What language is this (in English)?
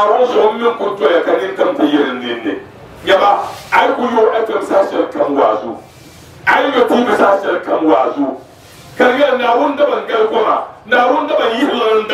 Dagbani